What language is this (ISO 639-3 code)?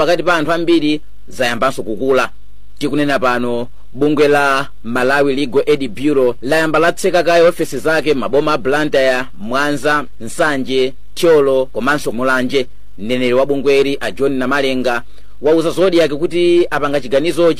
nya